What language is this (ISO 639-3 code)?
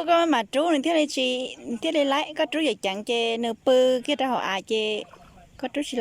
hmn